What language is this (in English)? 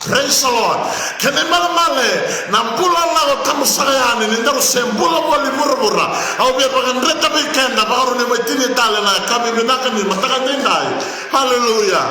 Fijian